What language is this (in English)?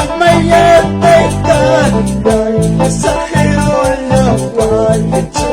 Quechua